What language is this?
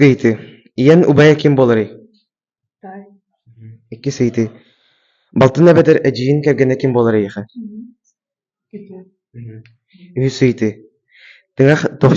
Yakut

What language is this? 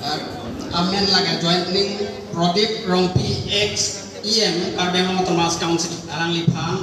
Karbi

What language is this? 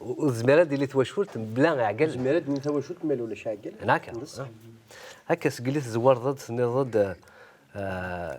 Kabyle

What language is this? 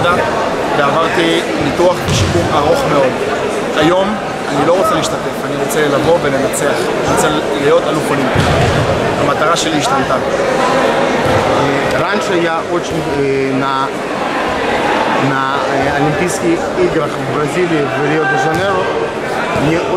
Hebrew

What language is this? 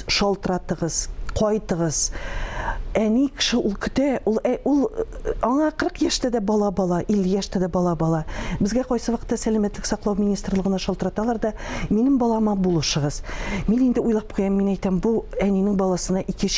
Tatar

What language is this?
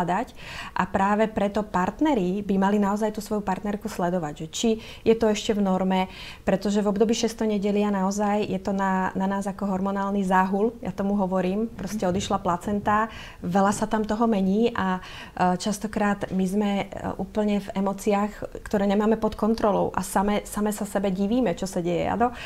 Slovak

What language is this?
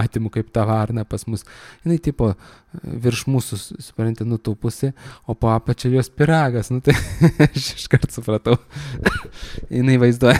Lithuanian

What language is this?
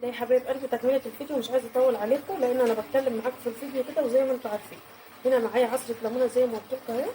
Egyptian Arabic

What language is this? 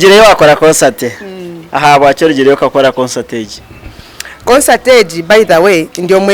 Nyankole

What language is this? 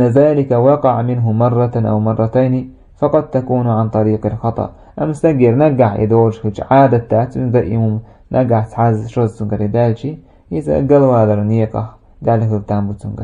Chechen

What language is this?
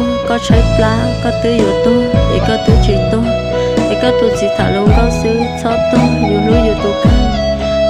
Hmong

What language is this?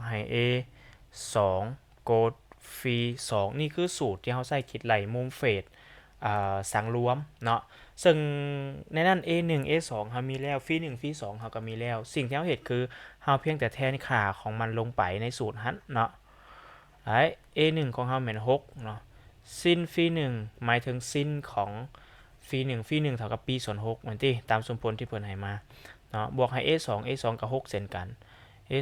Lao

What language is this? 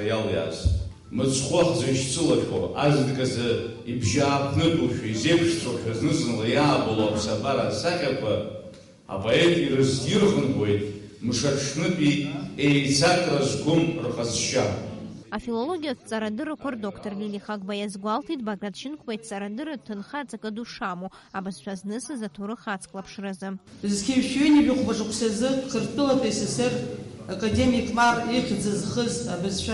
Abkhazian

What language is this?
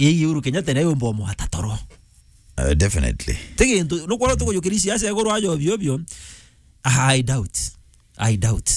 Meru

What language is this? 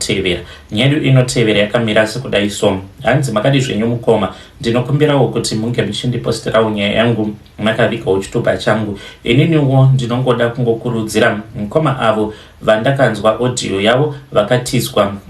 Shona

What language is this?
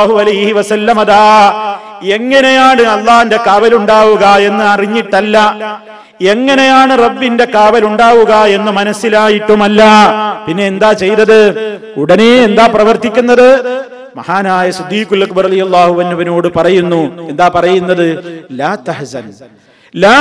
Malayalam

